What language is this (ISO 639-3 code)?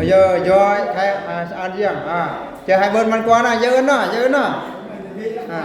bru